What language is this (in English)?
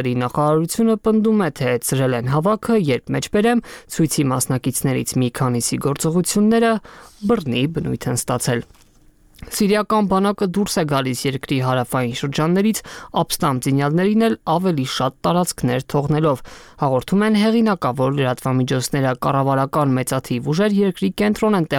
Armenian